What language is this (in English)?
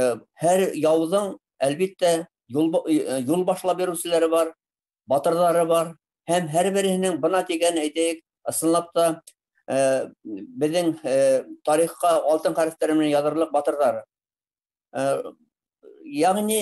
Bashkir